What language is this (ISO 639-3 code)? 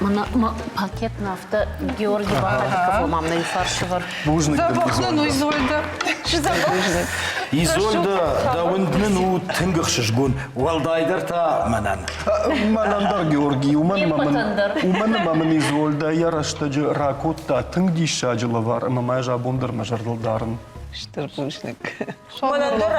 oss